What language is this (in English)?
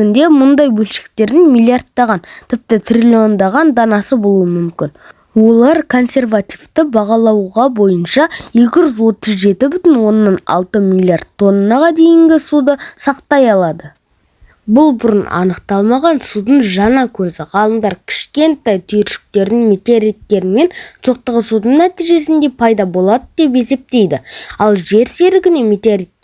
Kazakh